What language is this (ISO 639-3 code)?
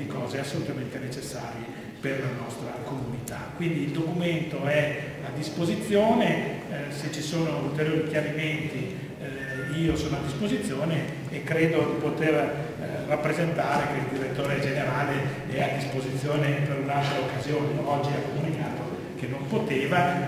ita